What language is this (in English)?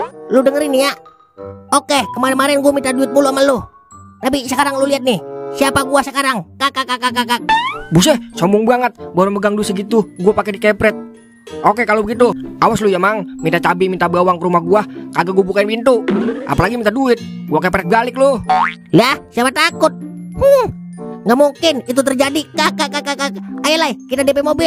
Betawi